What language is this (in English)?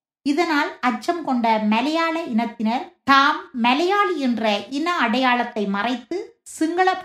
Tamil